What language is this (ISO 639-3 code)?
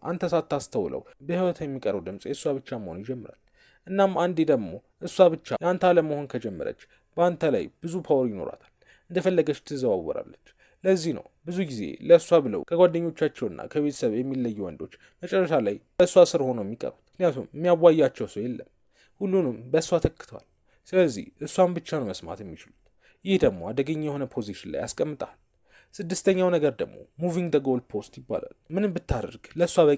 amh